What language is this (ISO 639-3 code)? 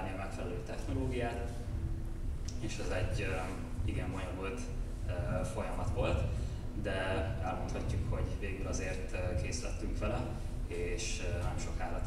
hun